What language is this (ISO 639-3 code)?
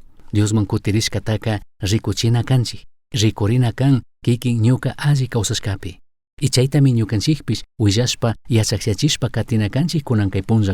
qug